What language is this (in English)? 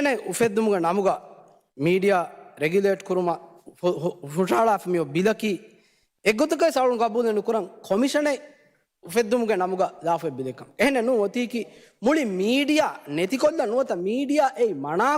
Divehi